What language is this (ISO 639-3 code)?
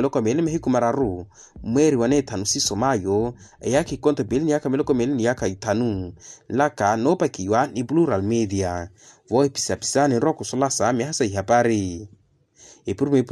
vmw